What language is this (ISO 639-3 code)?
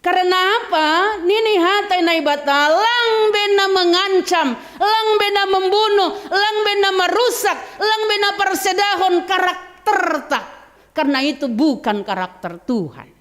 bts